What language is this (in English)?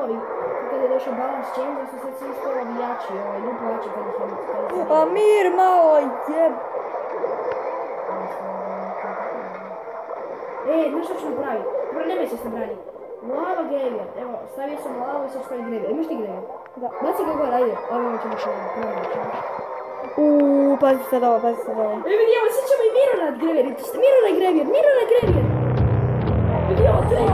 Croatian